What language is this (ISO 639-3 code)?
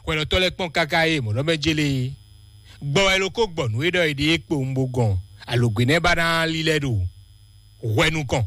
fon